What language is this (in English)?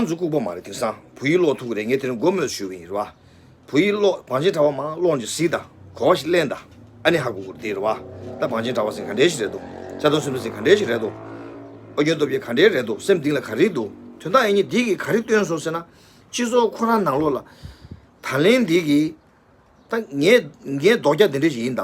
Tibetan